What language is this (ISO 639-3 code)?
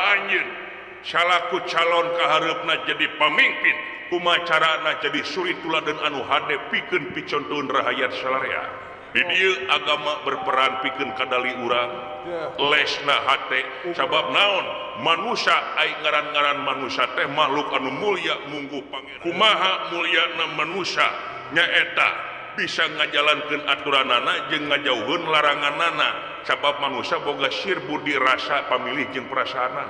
sun